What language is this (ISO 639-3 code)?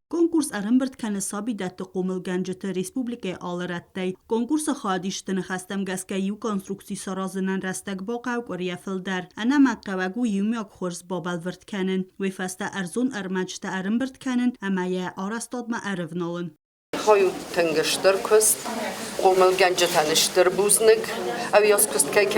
oss